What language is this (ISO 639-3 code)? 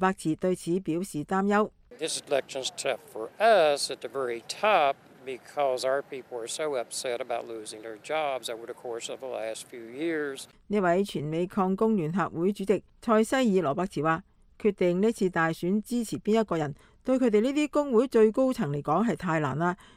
yue